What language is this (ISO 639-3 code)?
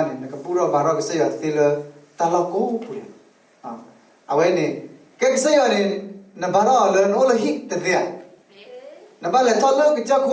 ksw